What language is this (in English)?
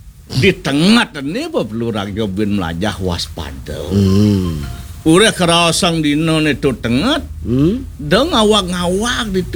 Balinese